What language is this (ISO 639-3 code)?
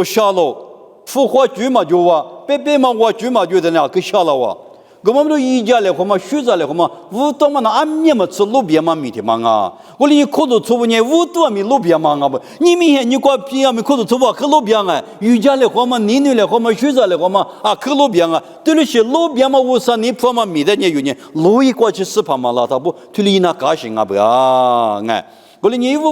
lis